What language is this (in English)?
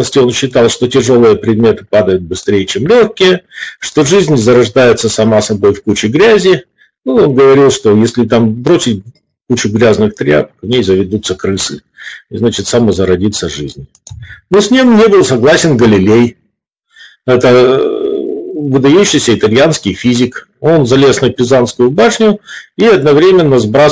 Russian